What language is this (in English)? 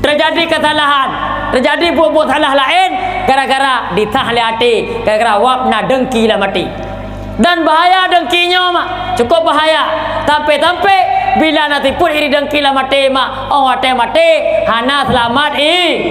Achinese